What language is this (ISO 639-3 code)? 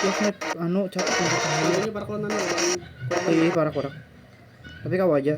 bjn